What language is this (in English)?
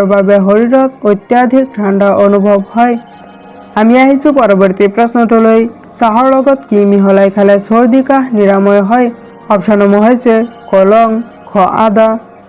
Assamese